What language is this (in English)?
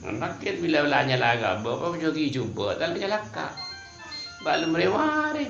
Madurese